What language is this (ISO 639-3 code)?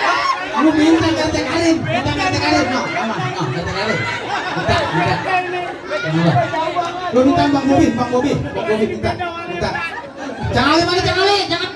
bew